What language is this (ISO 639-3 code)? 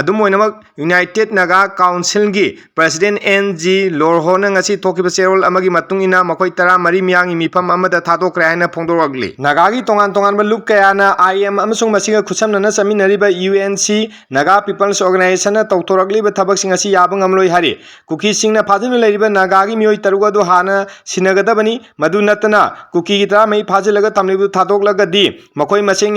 mni